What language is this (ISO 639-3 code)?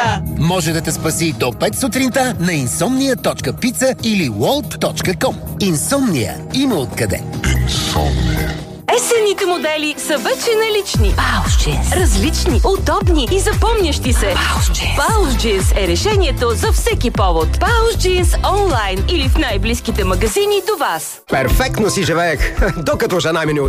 bul